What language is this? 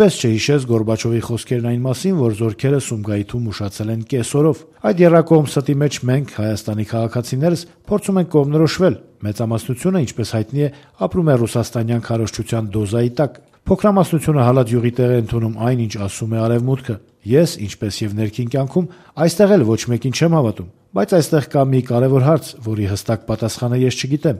Armenian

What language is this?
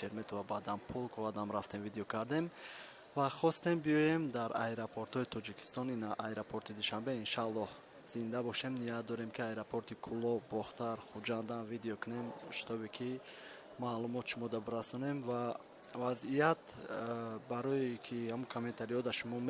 Tajik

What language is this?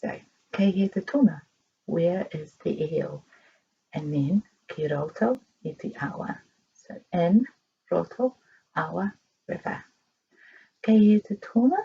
Māori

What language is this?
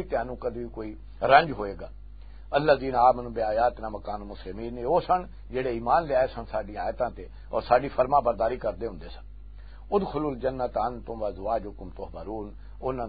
Western Panjabi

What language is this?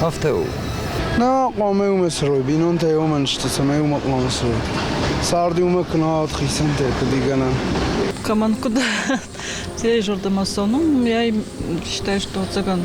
Ossetic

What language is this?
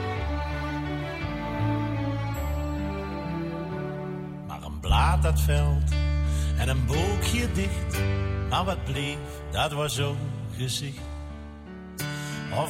Dutch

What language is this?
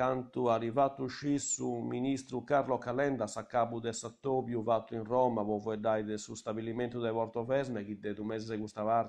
Sardinian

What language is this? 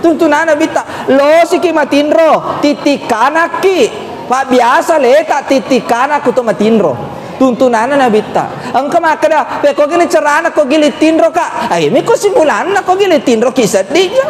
Buginese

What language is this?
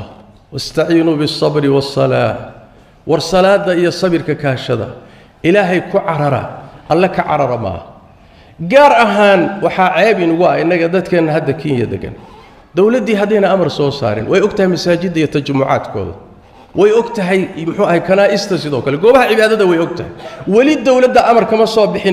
Somali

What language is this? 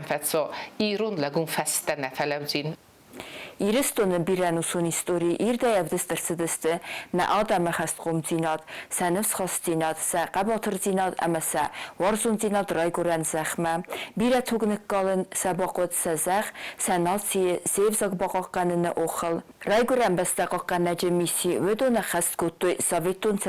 Ossetic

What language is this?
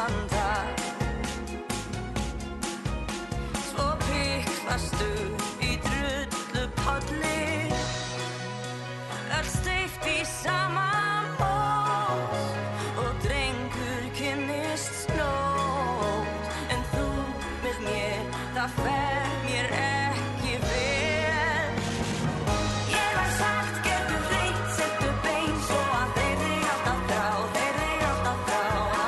Icelandic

